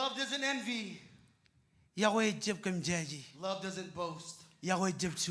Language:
Marshallese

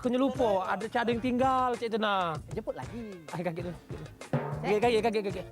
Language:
Musi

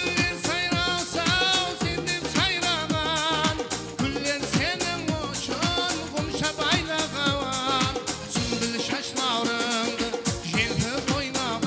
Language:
Kara-Kalpak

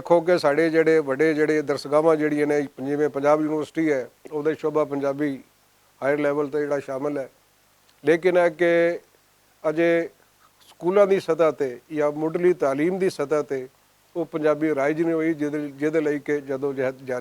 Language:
Western Panjabi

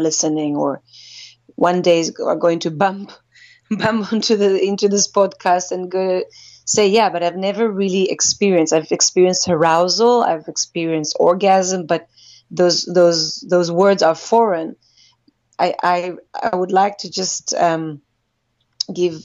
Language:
English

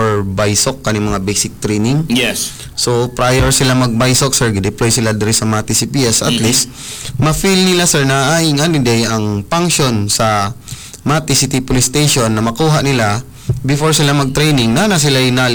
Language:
Cebuano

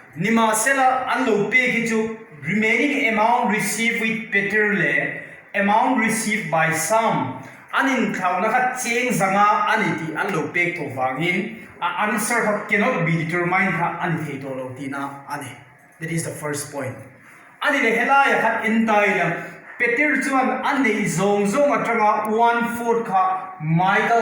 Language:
Mizo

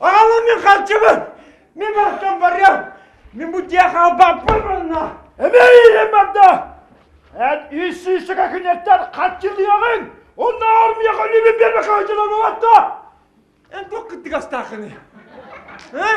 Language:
Yakut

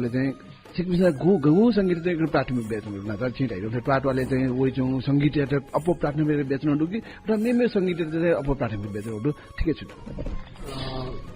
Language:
Newari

